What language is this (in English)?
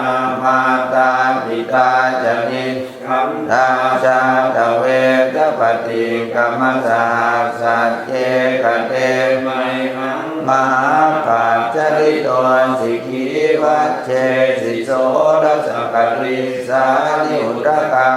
Pali